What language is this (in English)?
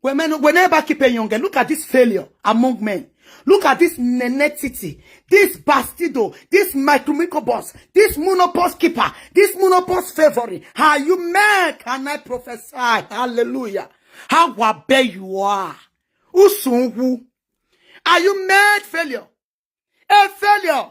Nigerian Pidgin